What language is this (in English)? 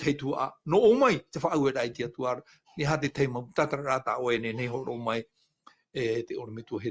Tahitian